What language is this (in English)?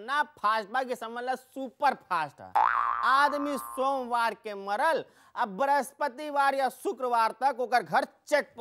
Bhojpuri